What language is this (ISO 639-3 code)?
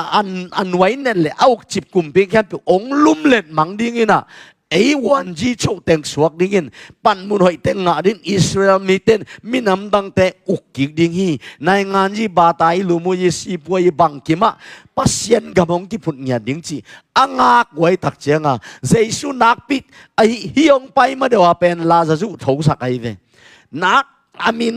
ctd